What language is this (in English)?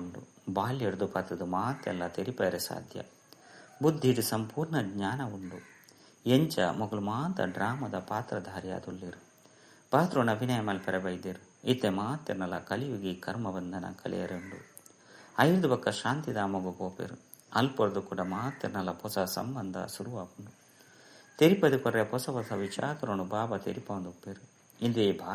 Tulu